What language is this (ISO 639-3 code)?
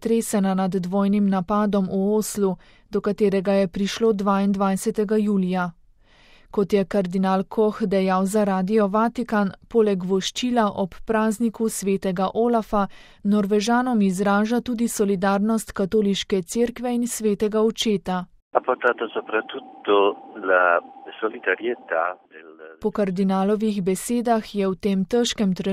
slv